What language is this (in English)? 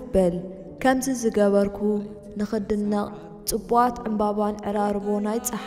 Tigrinya